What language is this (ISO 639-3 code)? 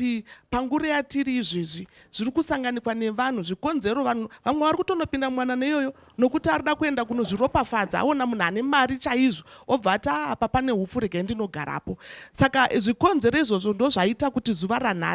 sna